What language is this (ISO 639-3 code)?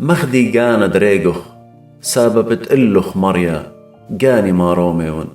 aii